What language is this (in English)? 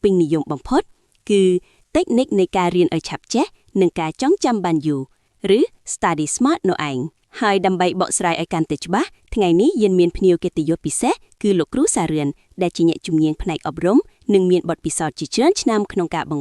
Khmer